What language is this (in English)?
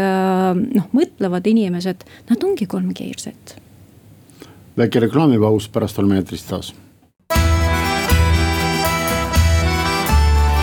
Estonian